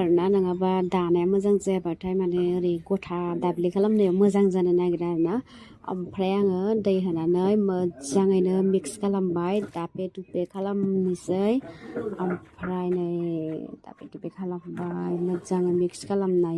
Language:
Bodo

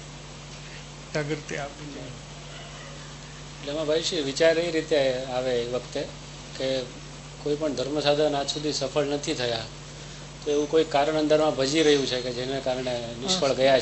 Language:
Gujarati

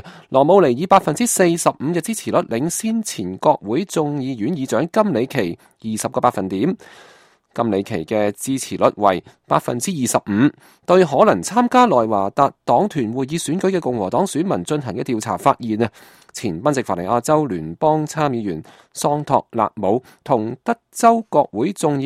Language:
Cantonese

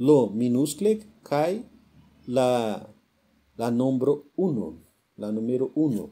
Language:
Esperanto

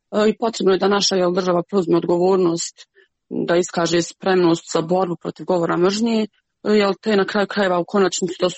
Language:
Croatian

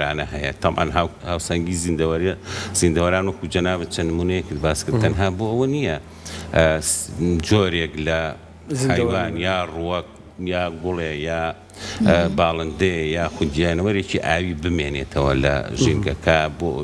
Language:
Central Kurdish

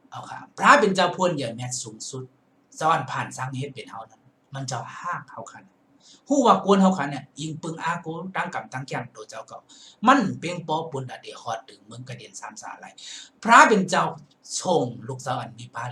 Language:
Shan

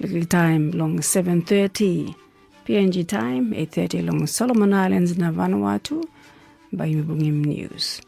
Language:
Tok Pisin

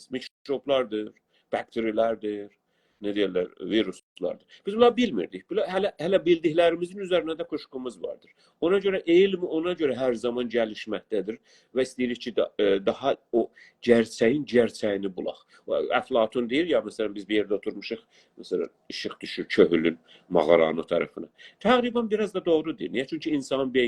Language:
South Azerbaijani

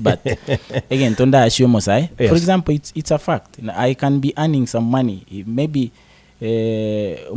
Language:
Gusii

